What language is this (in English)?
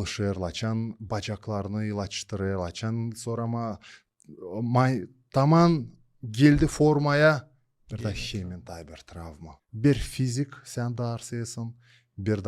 Gagauz